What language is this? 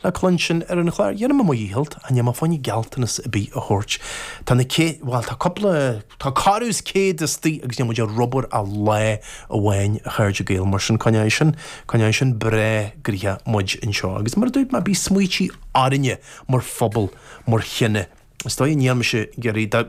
Irish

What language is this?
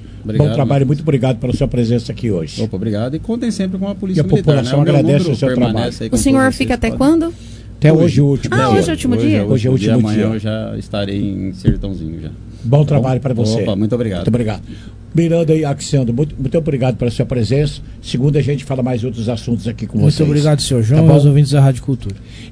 Portuguese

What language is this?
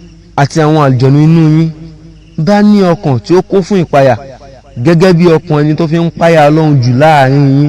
Yoruba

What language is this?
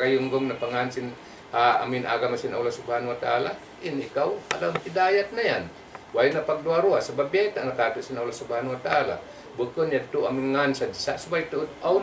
Tausug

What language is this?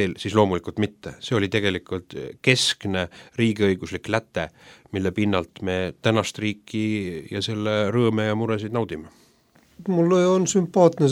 Estonian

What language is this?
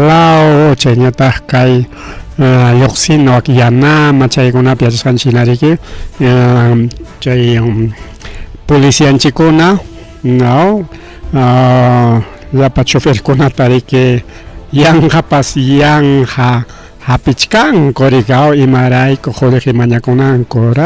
Ayacucho Quechua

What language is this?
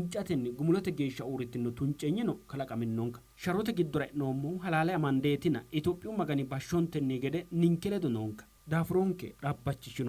Sidamo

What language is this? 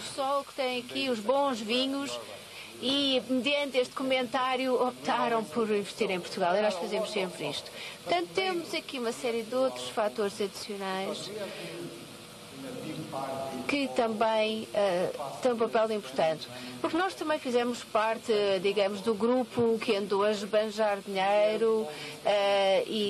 Portuguese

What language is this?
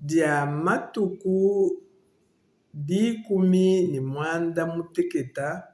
Luba-Lulua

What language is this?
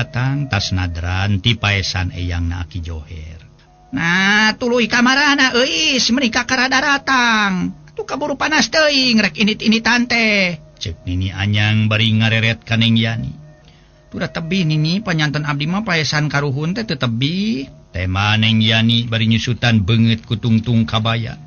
Sundanese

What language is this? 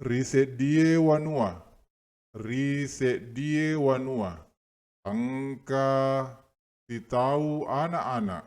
Buginese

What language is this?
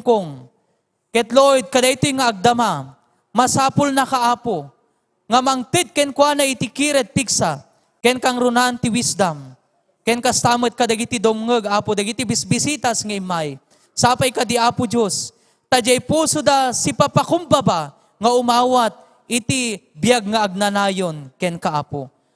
Iloko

